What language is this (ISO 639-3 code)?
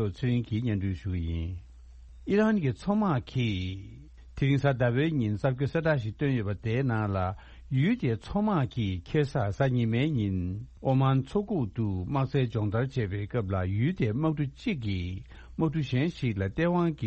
bod